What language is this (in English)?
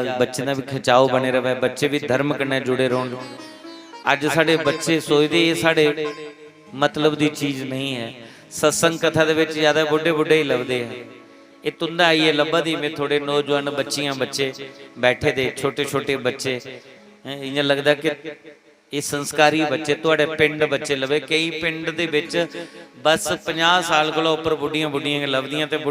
Dogri